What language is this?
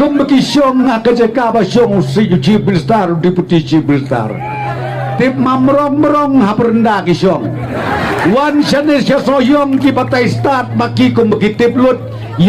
Khasi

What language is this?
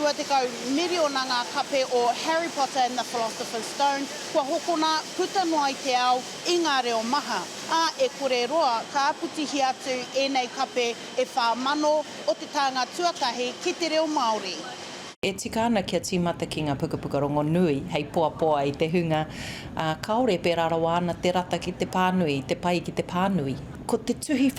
Māori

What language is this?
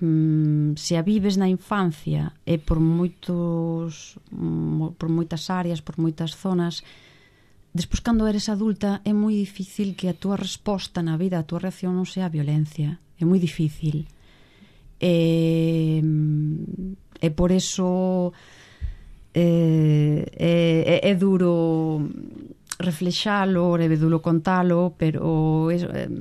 Galician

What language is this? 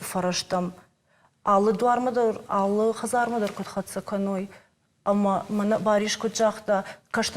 Ossetic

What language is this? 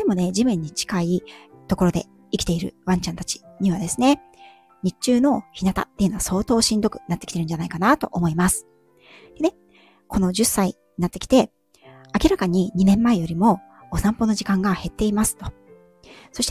Japanese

